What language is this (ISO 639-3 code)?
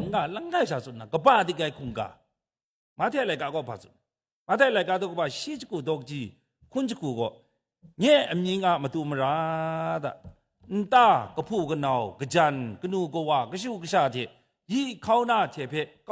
kac